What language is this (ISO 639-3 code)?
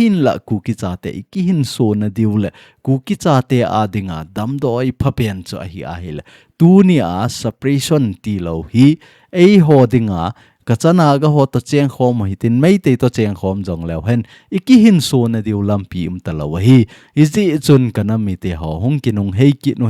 tcz